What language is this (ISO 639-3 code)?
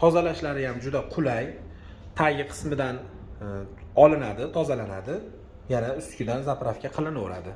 uzb